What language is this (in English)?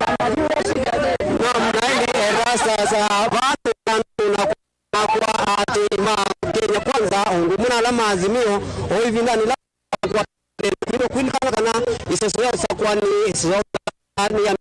Kamba